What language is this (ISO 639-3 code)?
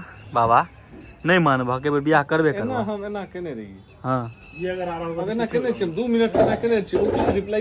mai